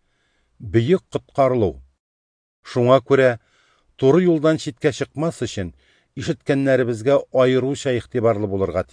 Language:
Tatar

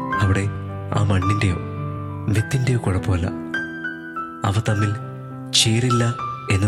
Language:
Malayalam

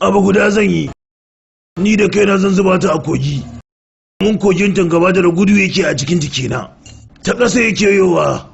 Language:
Hausa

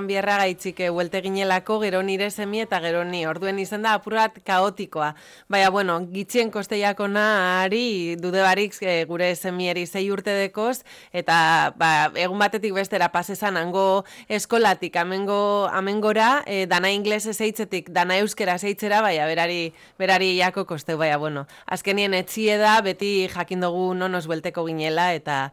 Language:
Basque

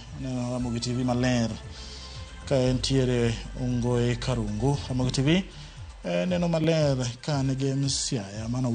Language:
Luo (Kenya and Tanzania)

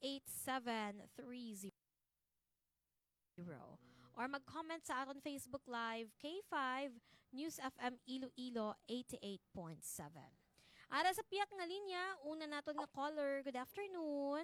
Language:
Hiligaynon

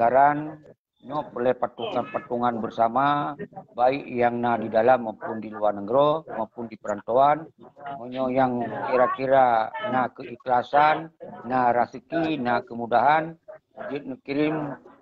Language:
Achinese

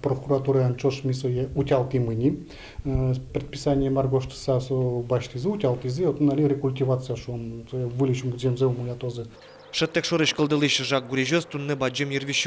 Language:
Udmurt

